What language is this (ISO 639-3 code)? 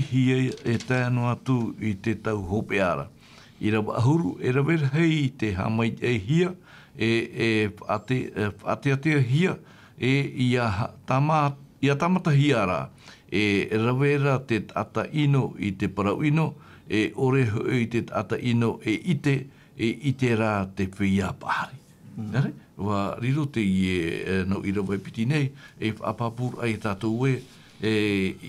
tah